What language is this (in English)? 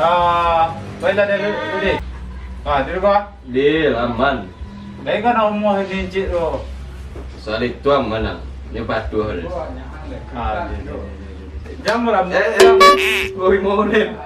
Minangkabau